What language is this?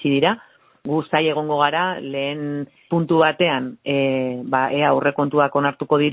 Basque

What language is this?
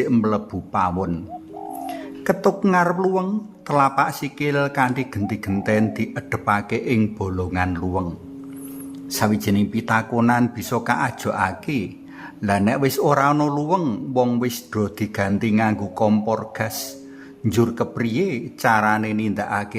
Javanese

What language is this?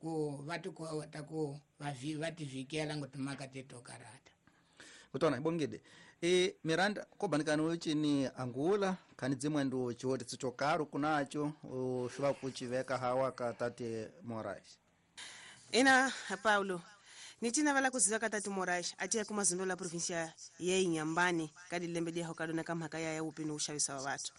Tsonga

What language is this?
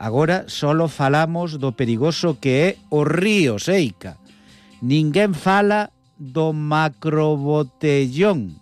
Galician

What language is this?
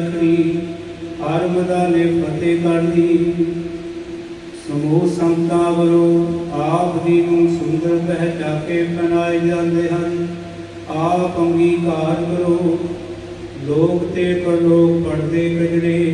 Punjabi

